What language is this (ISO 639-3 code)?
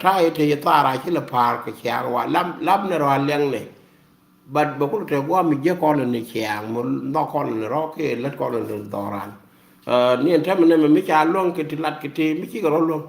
nus